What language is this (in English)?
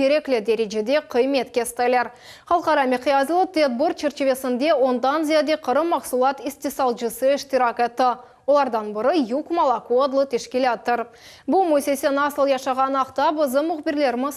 Crimean Tatar